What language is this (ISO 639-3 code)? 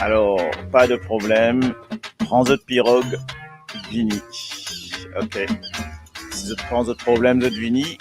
mfe